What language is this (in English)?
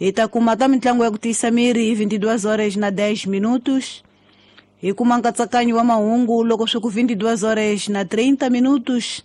Tsonga